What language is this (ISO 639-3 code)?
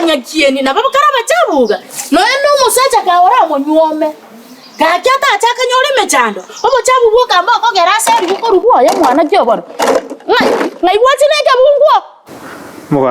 guz